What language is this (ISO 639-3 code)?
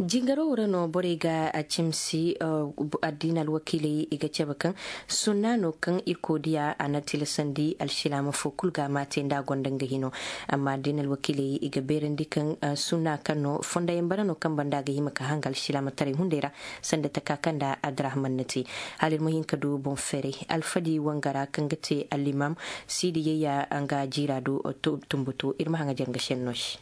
dje